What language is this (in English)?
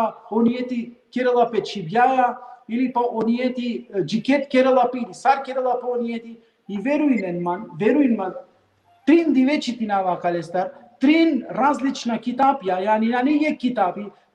Balkan Romani